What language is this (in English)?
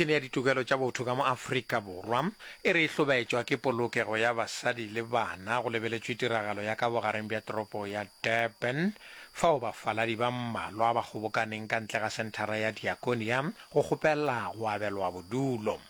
Northern Sotho